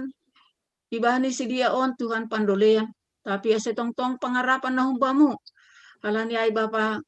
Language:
Batak Simalungun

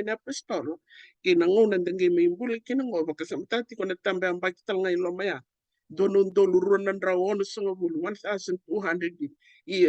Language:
Fijian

